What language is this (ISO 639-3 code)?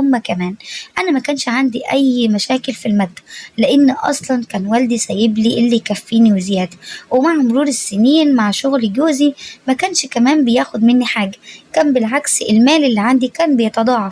arz